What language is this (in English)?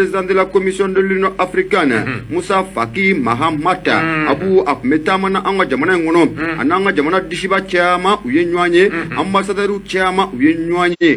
Bambara